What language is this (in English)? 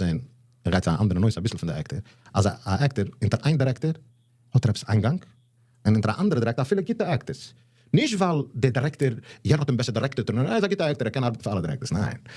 Yiddish